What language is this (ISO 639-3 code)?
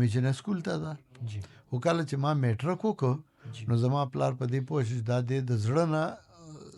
pus